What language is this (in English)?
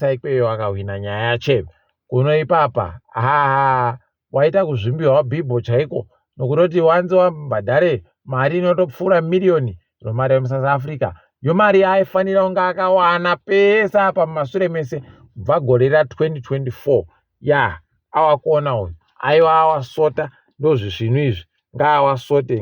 Ndau